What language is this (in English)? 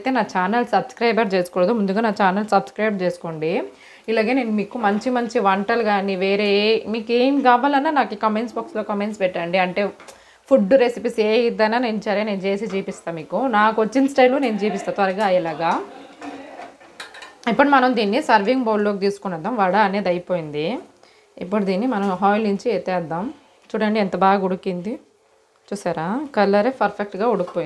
Telugu